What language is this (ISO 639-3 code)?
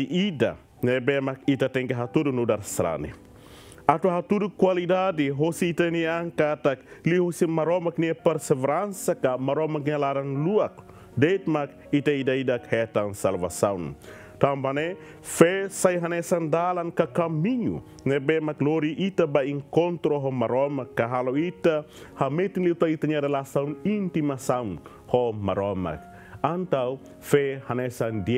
tet